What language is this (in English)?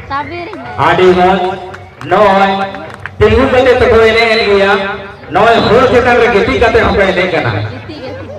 Santali